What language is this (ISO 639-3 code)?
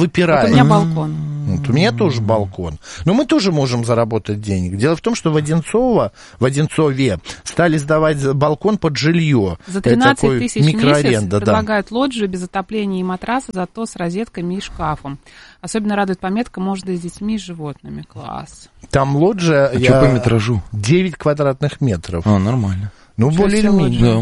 rus